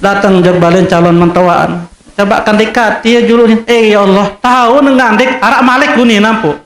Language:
Sasak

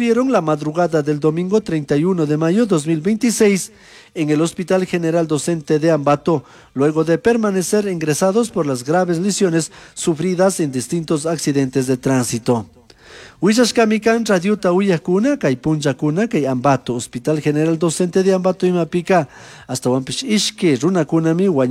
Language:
Chimborazo Highland Quichua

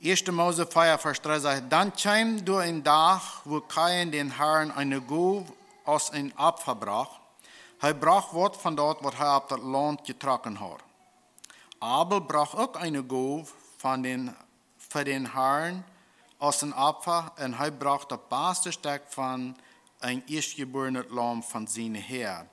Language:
Plautdietsch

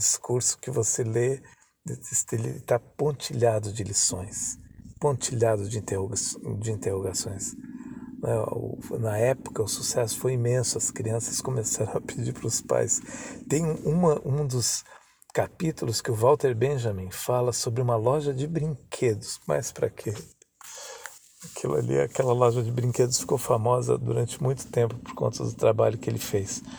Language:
Portuguese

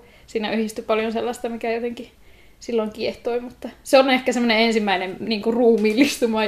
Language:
Finnish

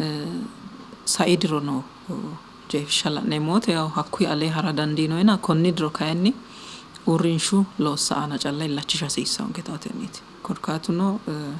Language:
Sidamo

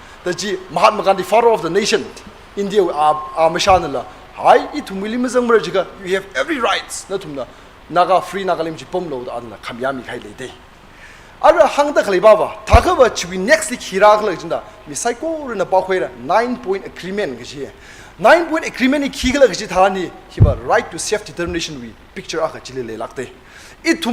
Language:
Tangkhul Naga (India)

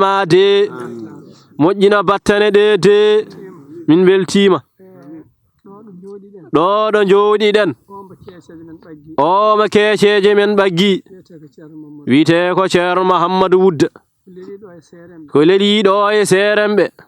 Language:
Fula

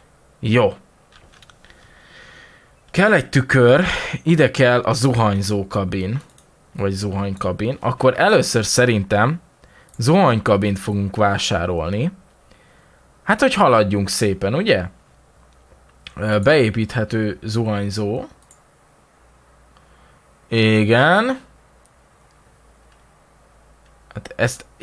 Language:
Hungarian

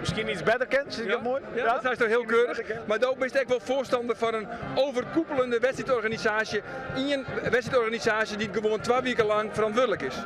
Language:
Western Frisian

